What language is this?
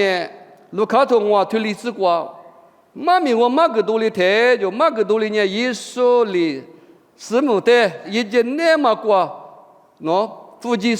Lisu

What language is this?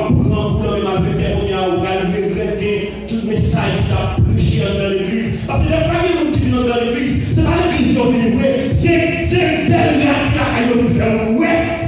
Haitian Creole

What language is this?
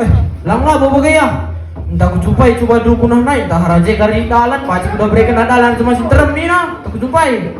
Batak Karo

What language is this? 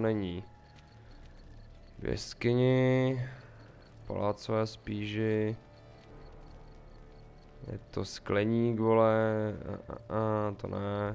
Czech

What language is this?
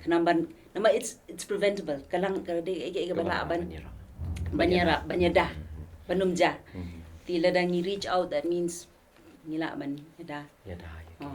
Khasi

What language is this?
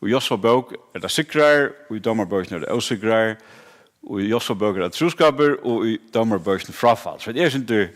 Faroese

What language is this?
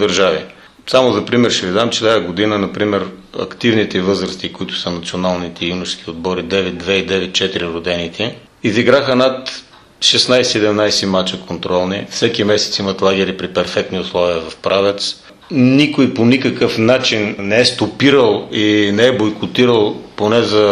Bulgarian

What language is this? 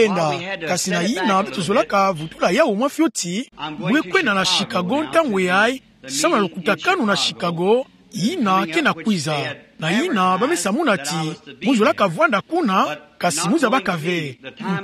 Kituba (Democratic Republic of Congo)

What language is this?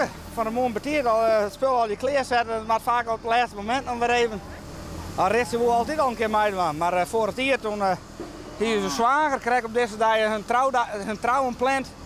Western Frisian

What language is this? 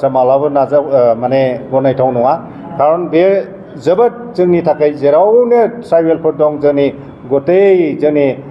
Bodo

